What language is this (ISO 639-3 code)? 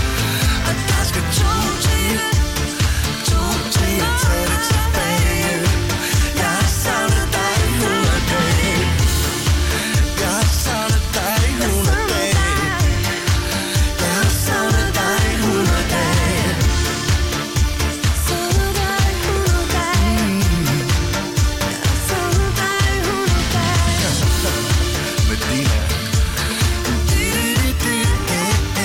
dan